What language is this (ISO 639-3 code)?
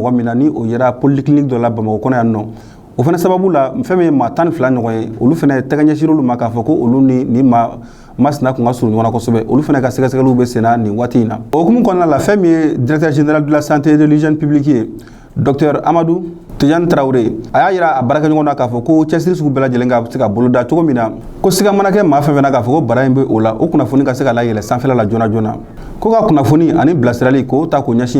bam